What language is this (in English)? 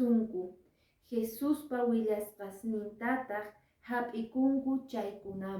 Quechua